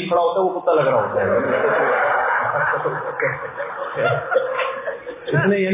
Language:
Urdu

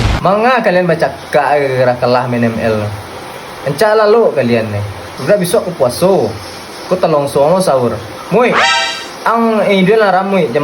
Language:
Minangkabau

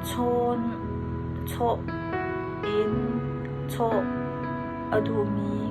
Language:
Hakha Chin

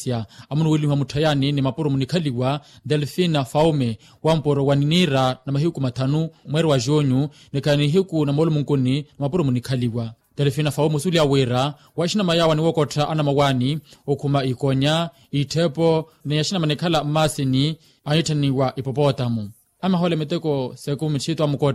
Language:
Makhuwa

